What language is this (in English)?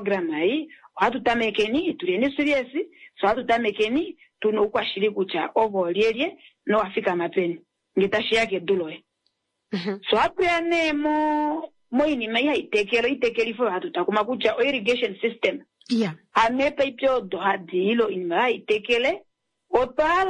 Kuanyama